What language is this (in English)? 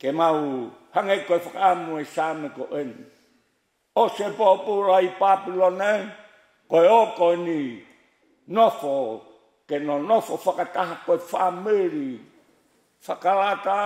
Tongan